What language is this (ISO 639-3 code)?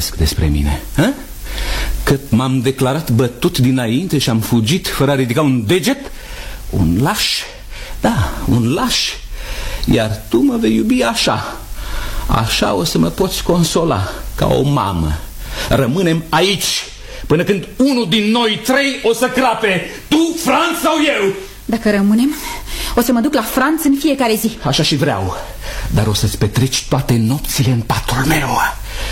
ron